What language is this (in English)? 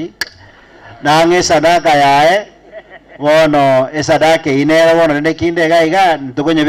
Gusii